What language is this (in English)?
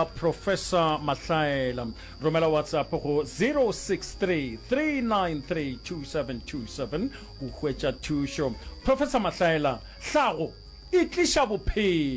Northern Sotho